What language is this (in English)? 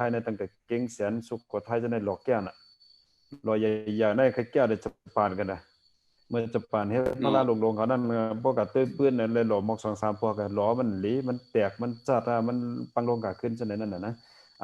Shan